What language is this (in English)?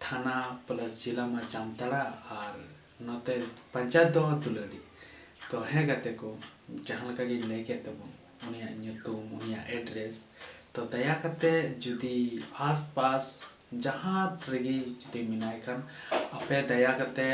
Santali